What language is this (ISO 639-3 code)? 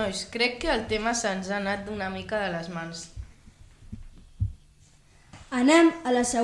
cat